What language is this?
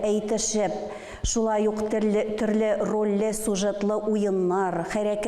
Tatar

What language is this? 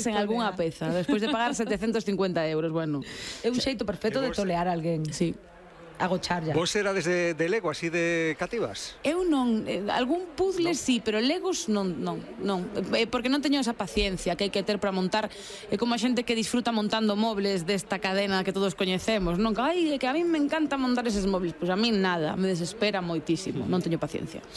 Galician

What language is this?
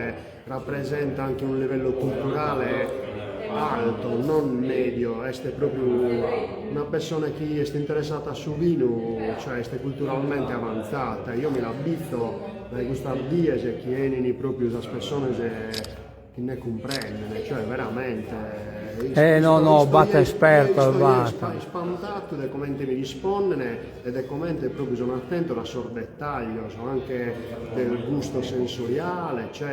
Sardinian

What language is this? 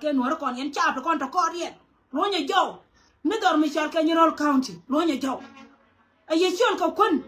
Nuer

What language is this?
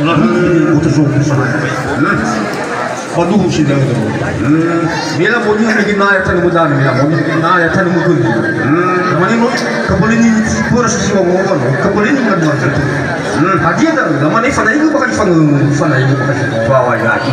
Nias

